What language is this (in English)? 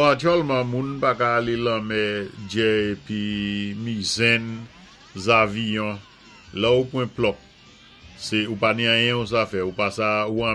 Saint Lucian Creole French